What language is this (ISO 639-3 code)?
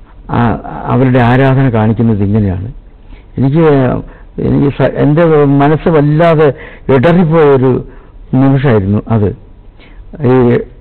mal